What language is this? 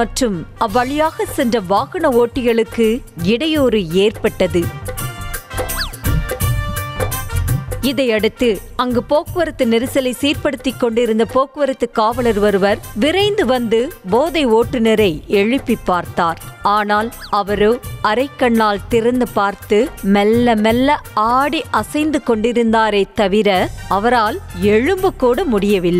Tamil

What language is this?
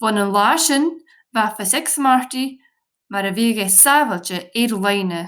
Scottish Gaelic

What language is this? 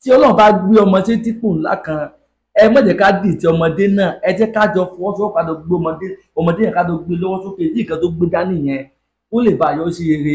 Yoruba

